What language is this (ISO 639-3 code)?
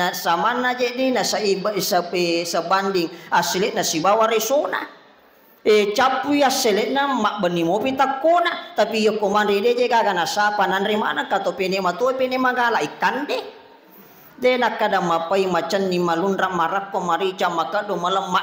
bug